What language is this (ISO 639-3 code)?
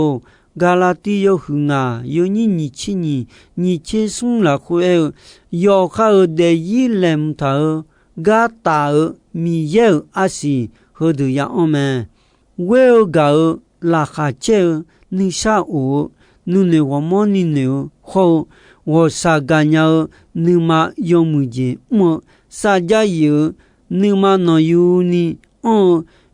ahk